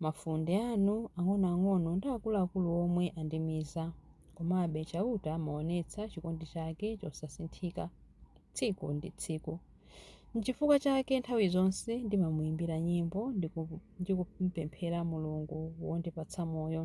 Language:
Nyanja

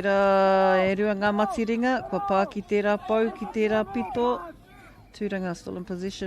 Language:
Māori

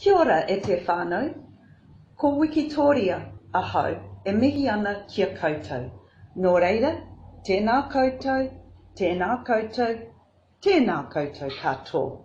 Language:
Māori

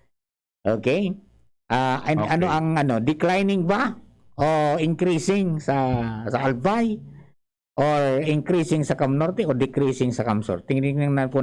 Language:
Bikol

